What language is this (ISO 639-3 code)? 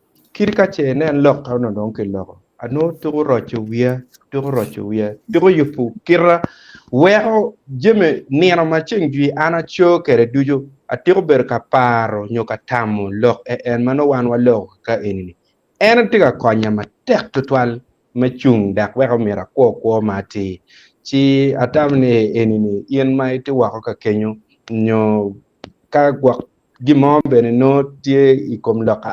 ach